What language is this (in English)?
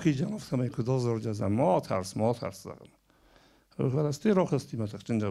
Ossetic